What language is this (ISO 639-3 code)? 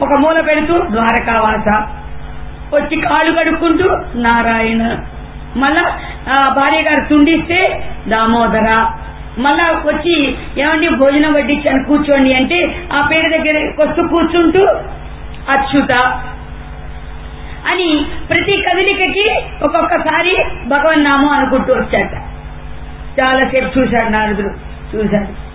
tel